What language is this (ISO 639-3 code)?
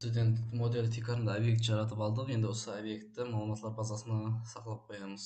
kaa